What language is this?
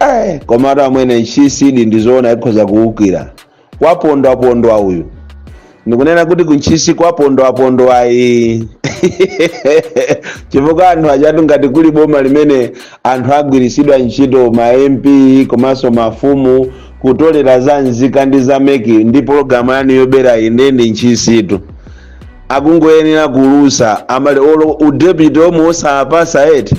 Nyanja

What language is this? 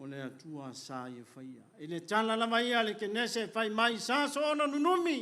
Samoan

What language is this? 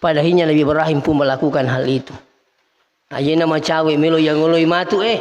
Buginese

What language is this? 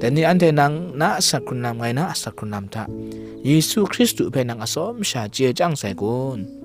Kachin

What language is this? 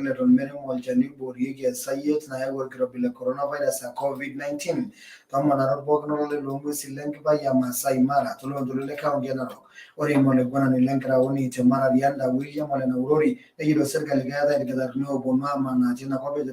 Masai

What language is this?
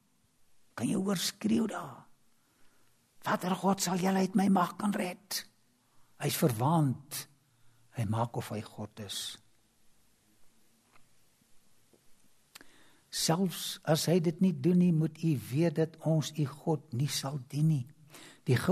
Afrikaans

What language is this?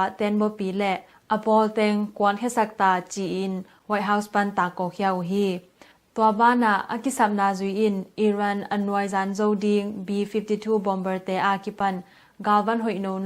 Tedim Chin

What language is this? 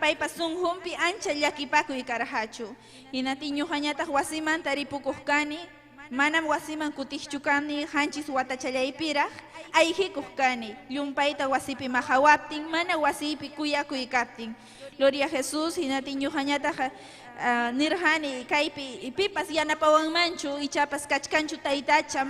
Ayacucho Quechua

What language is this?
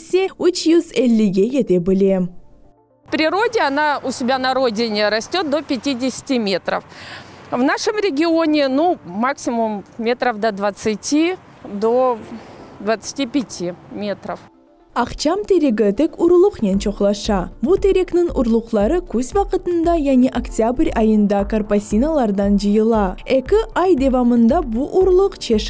Crimean Tatar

